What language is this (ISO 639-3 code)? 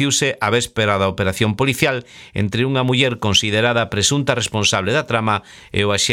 glg